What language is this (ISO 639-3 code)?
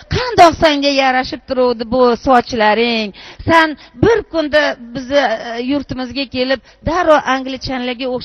uzb